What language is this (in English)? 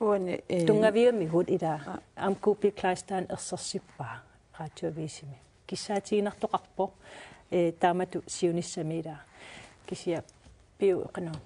Kalaallisut